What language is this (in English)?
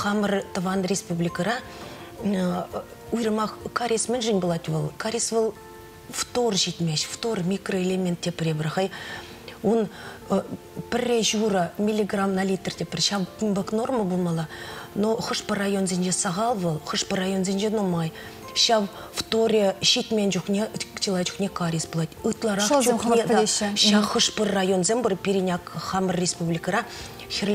Chuvash